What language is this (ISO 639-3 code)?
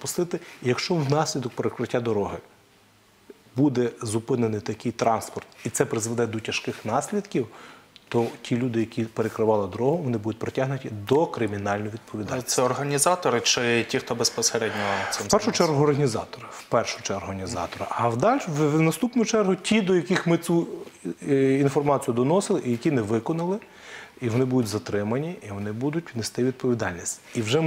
ukr